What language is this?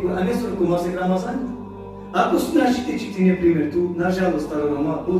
Balkan Romani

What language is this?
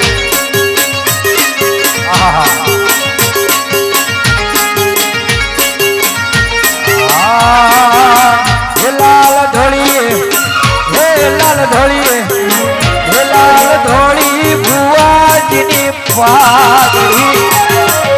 Gujarati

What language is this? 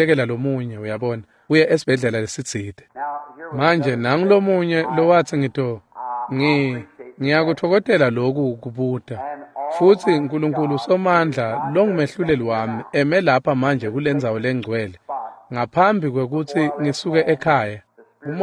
Swati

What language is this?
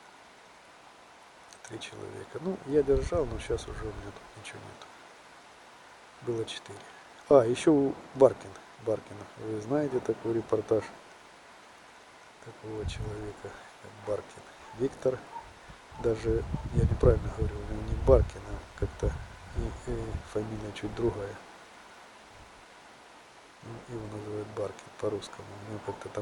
Russian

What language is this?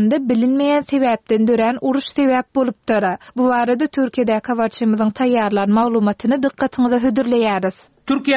Turkmen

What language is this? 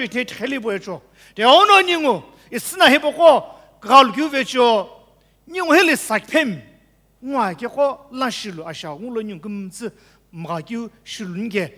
Sumi Naga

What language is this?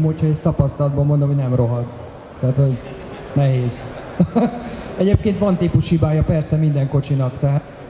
Hungarian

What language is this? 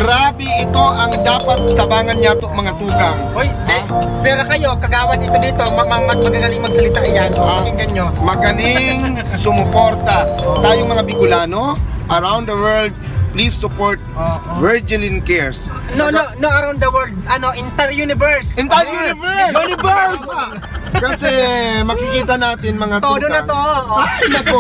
Bikol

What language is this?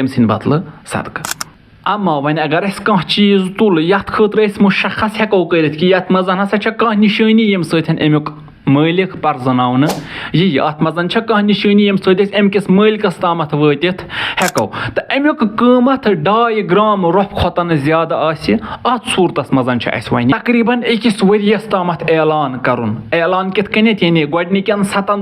Kashmiri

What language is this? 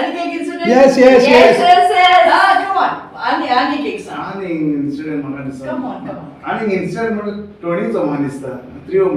Konkani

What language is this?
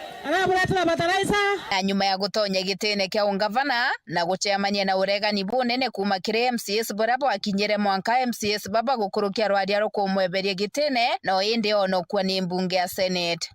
Meru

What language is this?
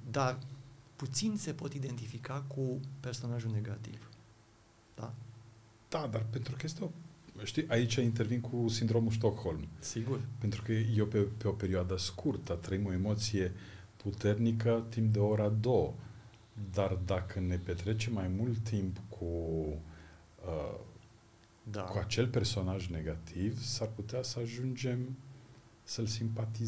Romanian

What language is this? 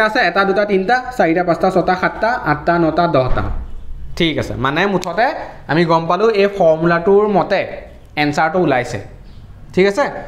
Assamese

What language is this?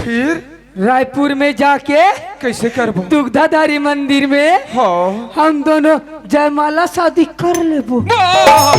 Chhattisgarhi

